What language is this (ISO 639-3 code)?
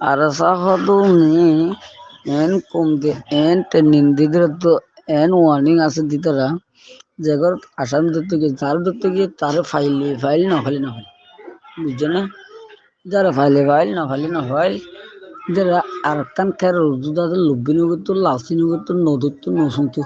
rhg